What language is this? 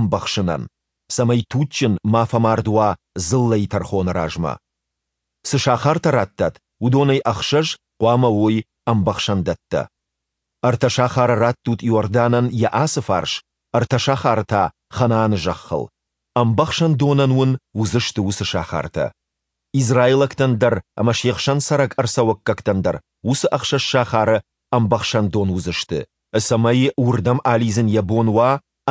Ossetic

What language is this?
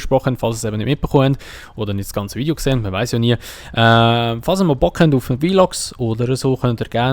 Swiss German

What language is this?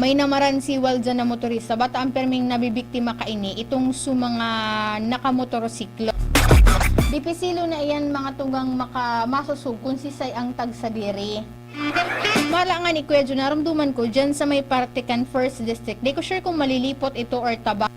Bikol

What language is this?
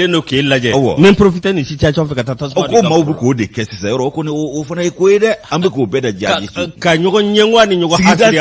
Bambara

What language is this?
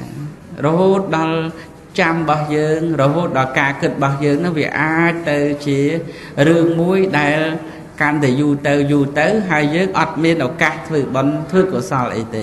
Khmer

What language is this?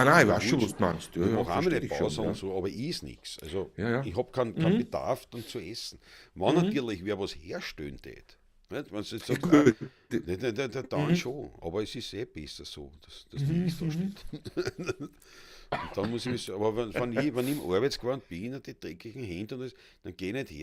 Bavarian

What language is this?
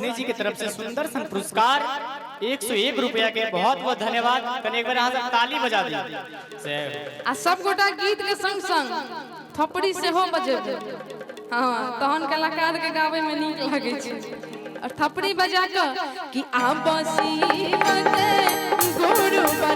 Maithili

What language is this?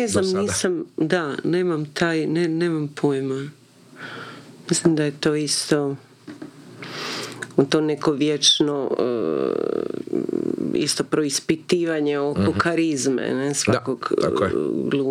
Croatian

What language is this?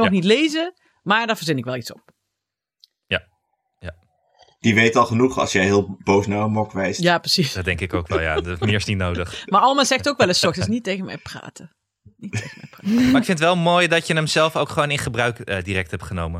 Dutch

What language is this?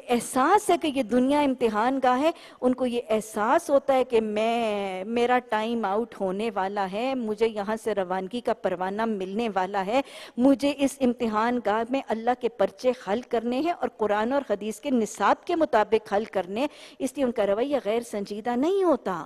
Urdu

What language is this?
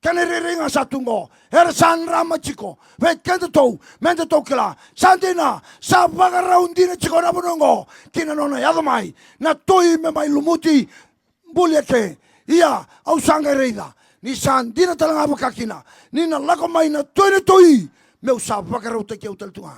Fijian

